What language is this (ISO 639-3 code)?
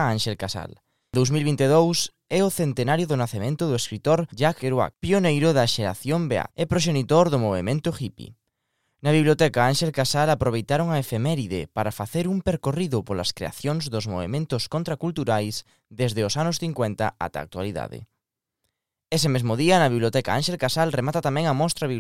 glg